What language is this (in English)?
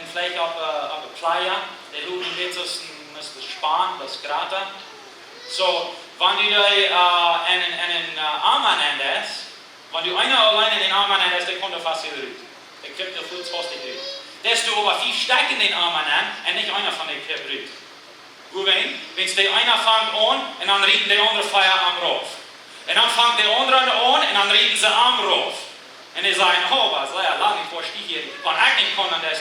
Plautdietsch